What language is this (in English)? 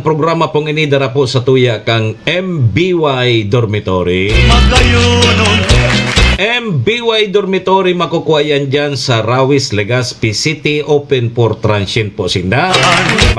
Bikol